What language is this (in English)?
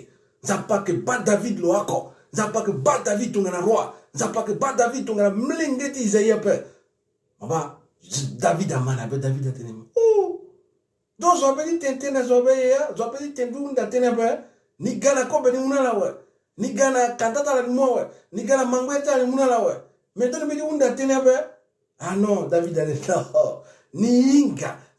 Sango